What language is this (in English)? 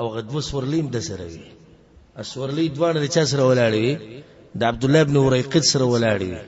Pashto